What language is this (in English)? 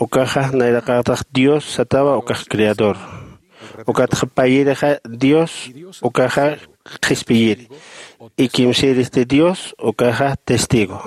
Aymara